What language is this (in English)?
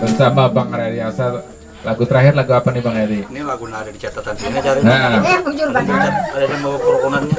Banjar